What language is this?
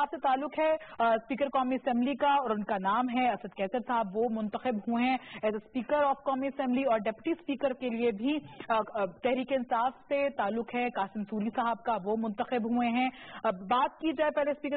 Urdu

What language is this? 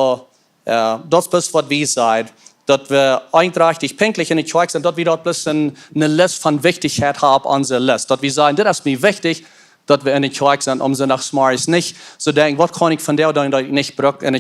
Plautdietsch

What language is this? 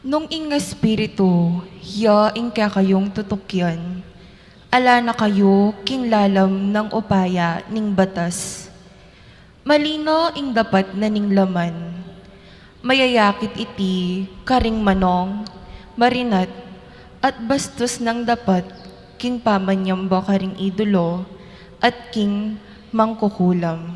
Pampanga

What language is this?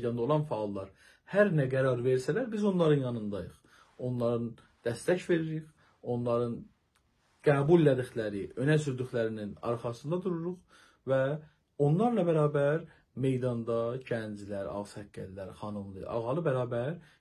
South Azerbaijani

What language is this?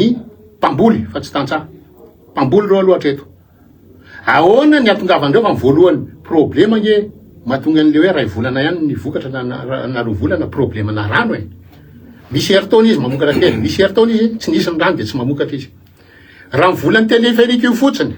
Malagasy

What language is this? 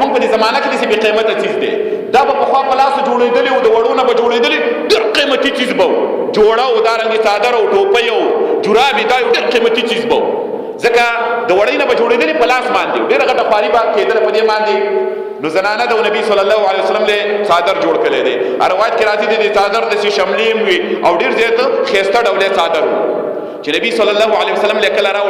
Pashto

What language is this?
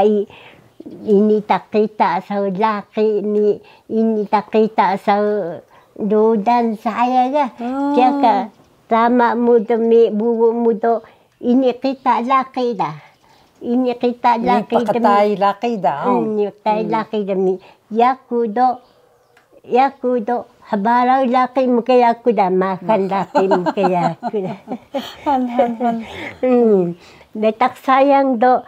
Taroko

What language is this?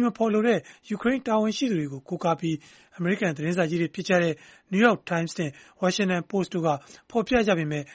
Burmese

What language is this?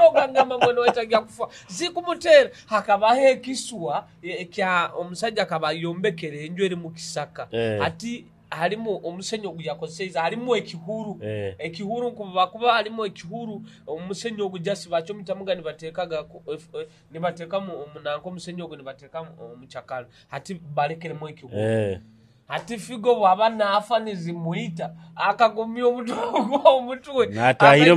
Nyoro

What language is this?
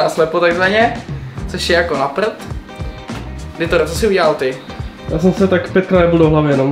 Czech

